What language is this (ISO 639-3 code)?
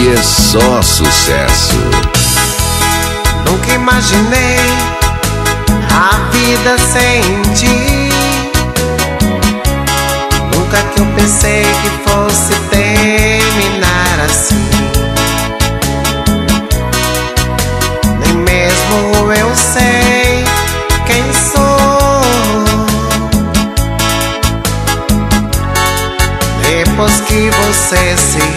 por